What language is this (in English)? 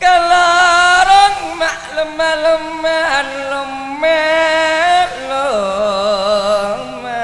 Madurese